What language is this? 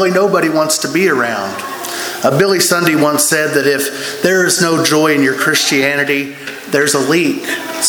English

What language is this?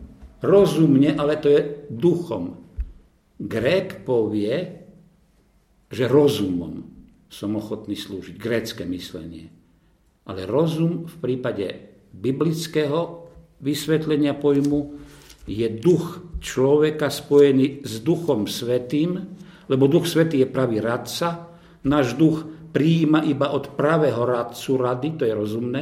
Slovak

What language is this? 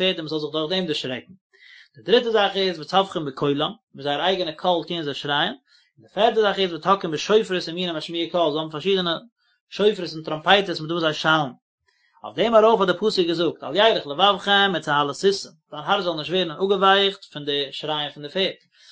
Yiddish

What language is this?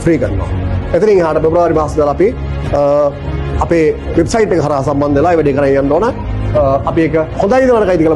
Sinhala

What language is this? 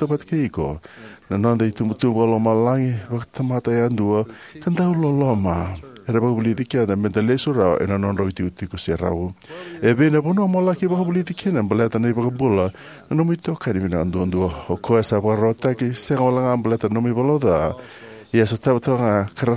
Fijian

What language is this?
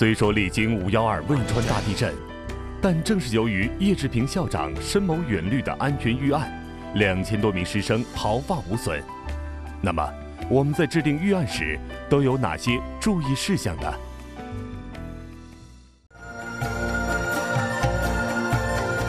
Chinese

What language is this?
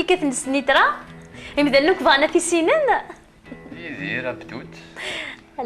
Kabyle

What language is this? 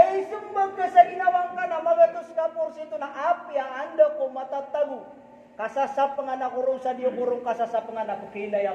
Maranao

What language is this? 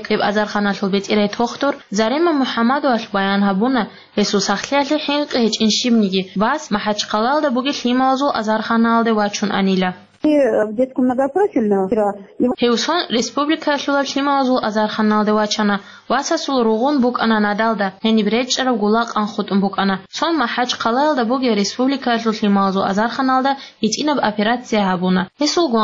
Avaric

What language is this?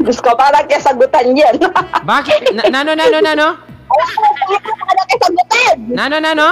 Pampanga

